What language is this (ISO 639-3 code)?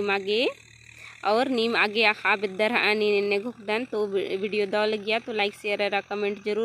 kru